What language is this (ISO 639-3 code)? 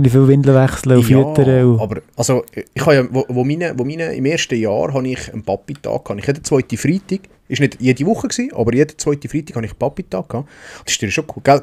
gsw